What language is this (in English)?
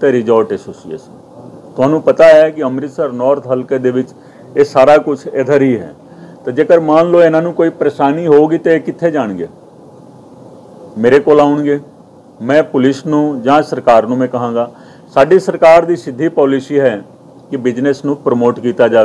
Punjabi